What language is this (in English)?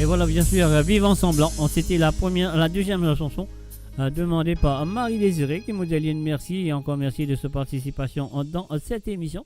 Morisyen